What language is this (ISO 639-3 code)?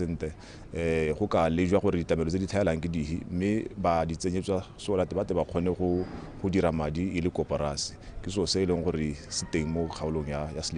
tsn